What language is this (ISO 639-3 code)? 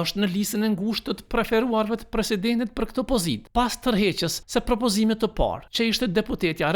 sqi